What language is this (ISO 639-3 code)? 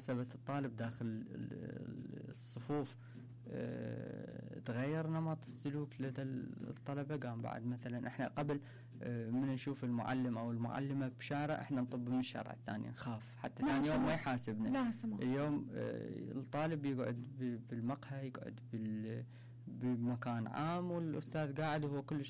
acm